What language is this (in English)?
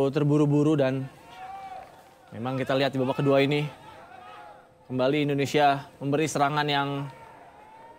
Indonesian